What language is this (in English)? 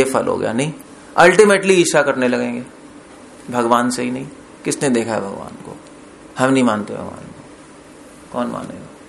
Hindi